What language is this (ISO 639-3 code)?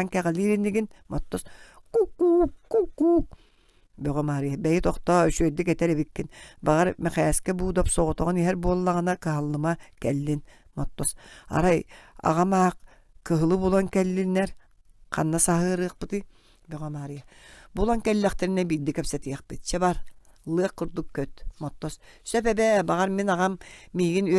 sah